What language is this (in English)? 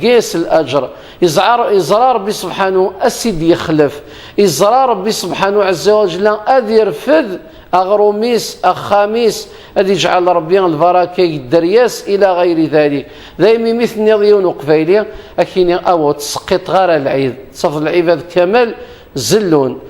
Kabyle